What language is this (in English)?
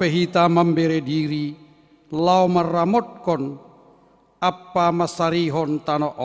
Batak Simalungun